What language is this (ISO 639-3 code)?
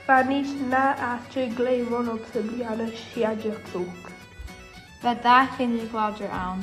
gla